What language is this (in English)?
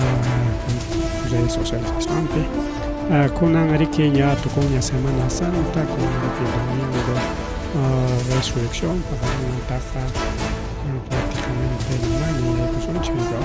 Ayacucho Quechua